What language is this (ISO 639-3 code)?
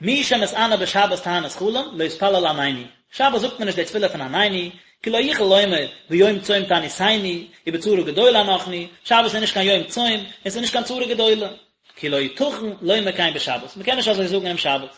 yid